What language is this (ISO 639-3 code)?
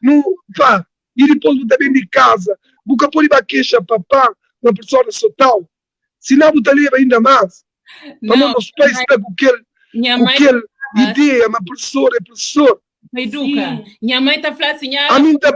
kea